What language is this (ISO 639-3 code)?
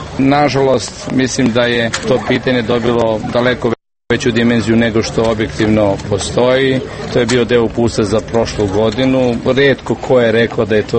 srp